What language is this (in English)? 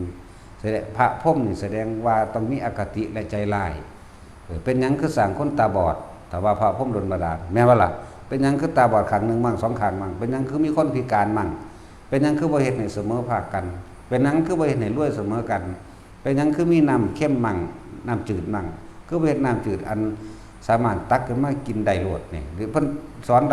Northeastern Thai